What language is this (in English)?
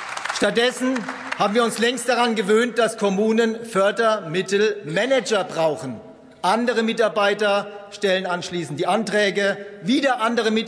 German